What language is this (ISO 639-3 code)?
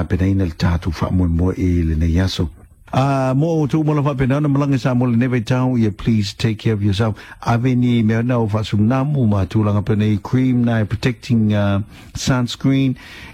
smo